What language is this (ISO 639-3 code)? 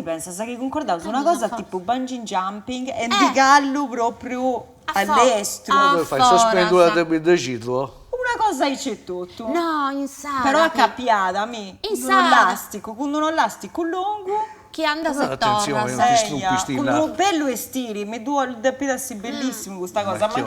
srd